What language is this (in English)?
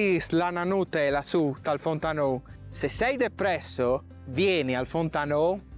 Friulian